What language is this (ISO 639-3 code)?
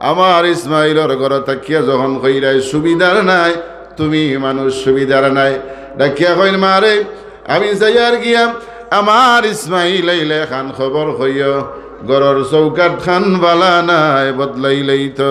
syl